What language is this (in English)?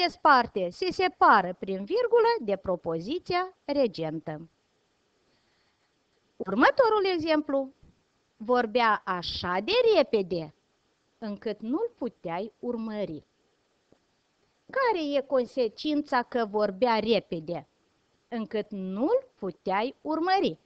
Romanian